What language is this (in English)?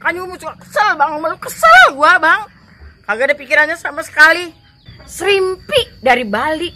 Betawi